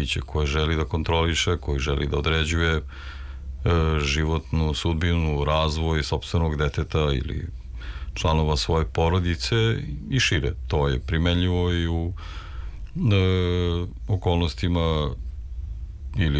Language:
Serbian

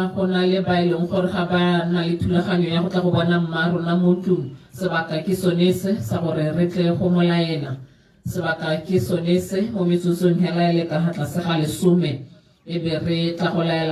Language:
Tswana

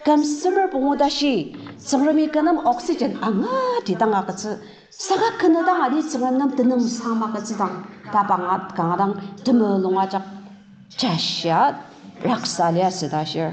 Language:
Ao Naga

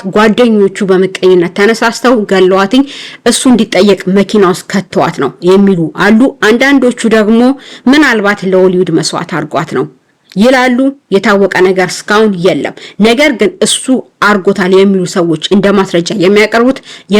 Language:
Amharic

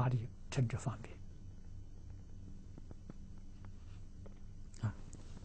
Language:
Chinese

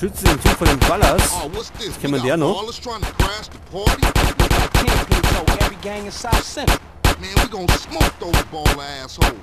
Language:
Bavarian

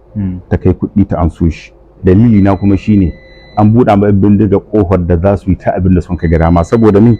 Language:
Hausa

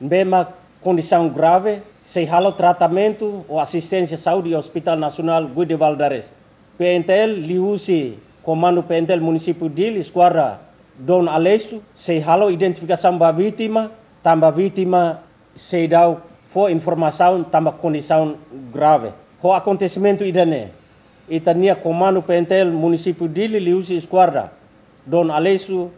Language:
Tetum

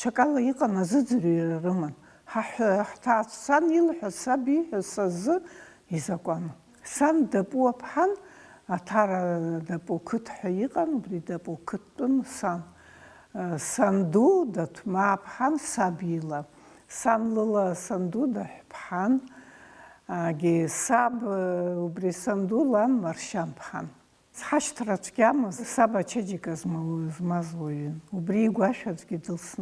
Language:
Abkhazian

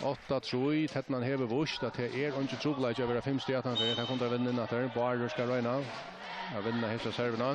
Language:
Faroese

